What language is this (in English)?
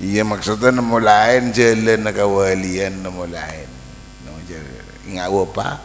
Madurese